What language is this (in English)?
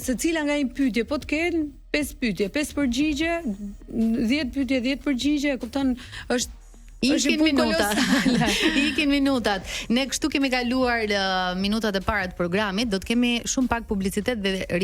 Albanian